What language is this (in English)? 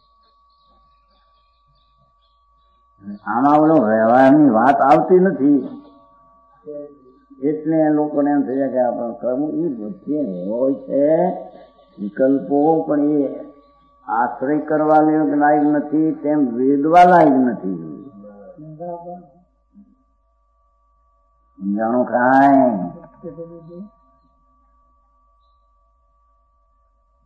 Gujarati